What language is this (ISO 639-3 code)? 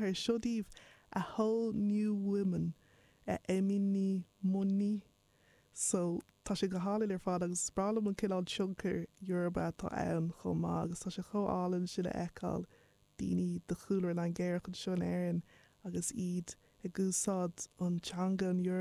gle